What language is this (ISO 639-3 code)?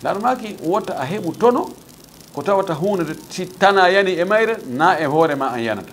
ful